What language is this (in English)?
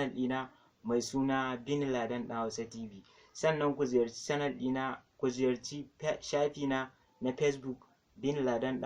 Hausa